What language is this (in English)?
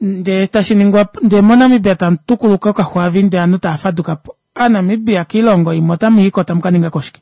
Kuanyama